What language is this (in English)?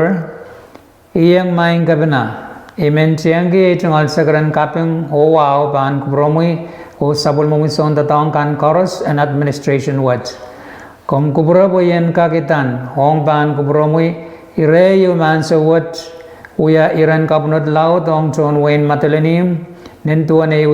Pohnpeian